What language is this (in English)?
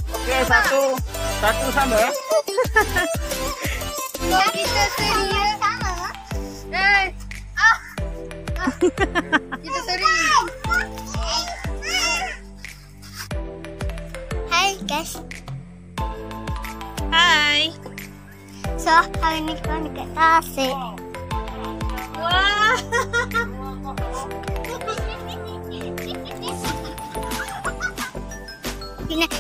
Malay